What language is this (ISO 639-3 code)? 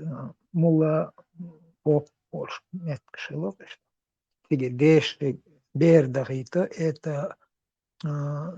che